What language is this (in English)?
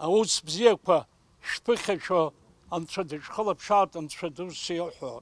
Abkhazian